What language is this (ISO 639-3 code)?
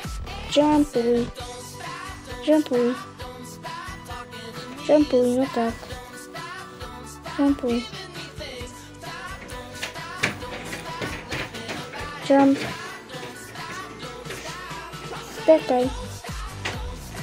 slk